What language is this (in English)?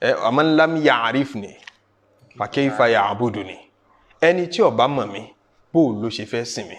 Yoruba